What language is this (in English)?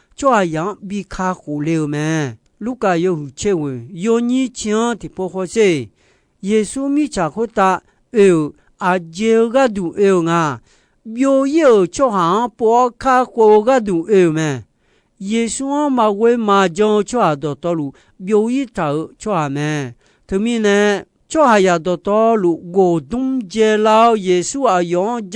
Akha